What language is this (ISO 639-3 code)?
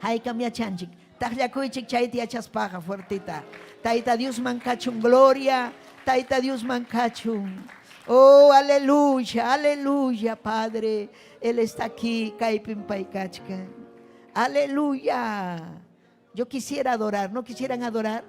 quy